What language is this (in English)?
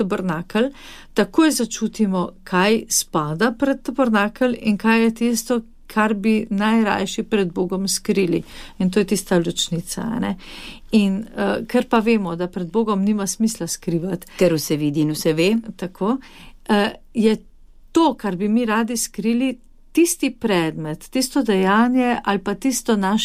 Slovenian